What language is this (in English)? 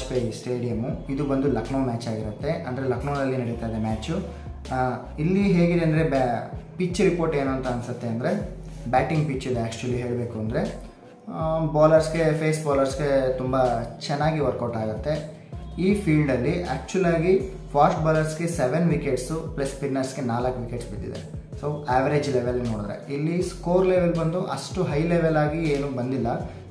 Kannada